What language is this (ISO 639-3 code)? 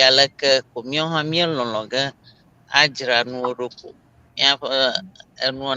ewe